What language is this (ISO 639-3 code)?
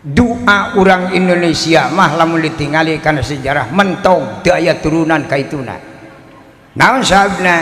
sun